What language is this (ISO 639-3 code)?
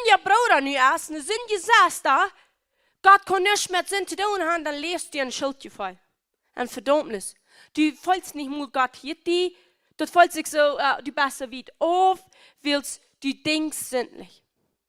pdt